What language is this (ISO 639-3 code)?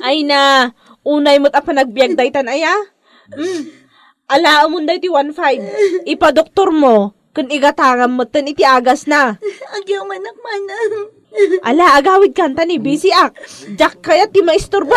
ilo